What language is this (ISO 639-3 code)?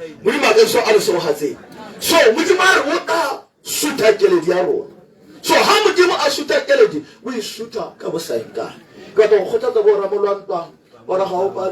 tsn